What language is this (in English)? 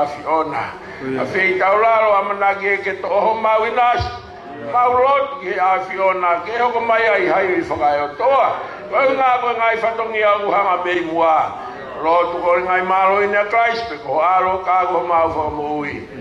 Tongan